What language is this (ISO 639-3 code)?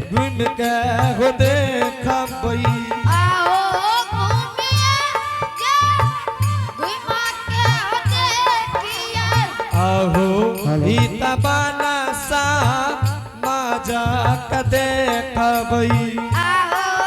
anp